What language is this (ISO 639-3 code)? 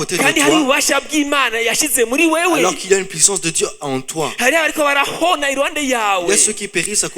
run